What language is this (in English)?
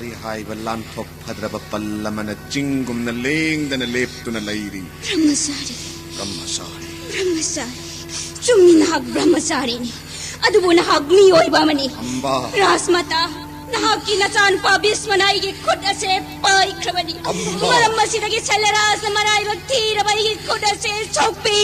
Manipuri